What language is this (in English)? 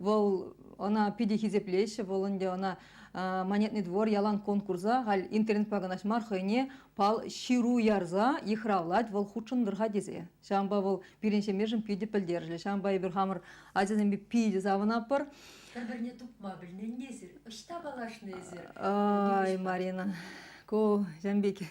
Chuvash